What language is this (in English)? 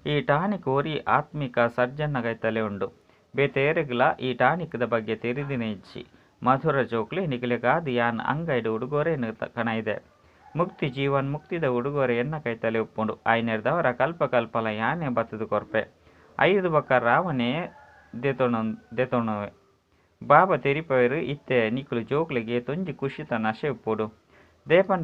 Tulu